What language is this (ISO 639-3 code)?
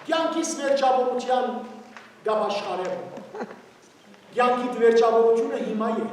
hyw